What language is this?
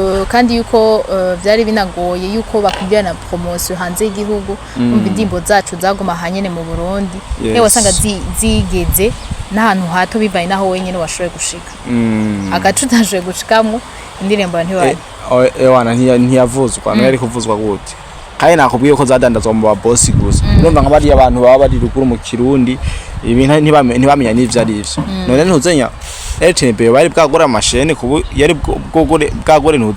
Rundi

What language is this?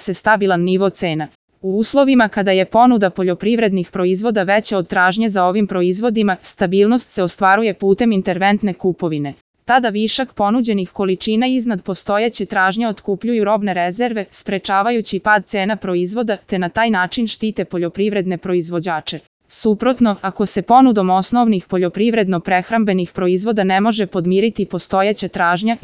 Serbian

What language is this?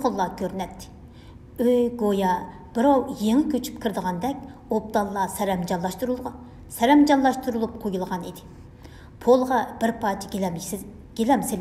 Uyghur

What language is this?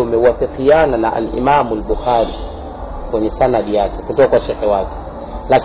Swahili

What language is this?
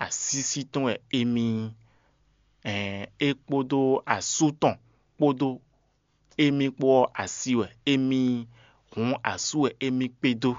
Fon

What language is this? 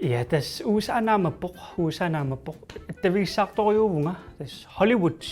Kalaallisut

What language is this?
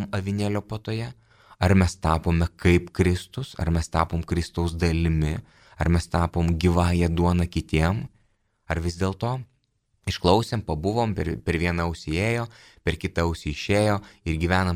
Lithuanian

